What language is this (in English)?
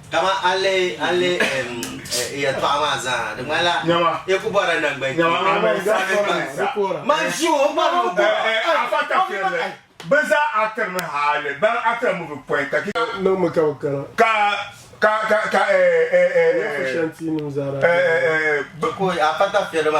Dagbani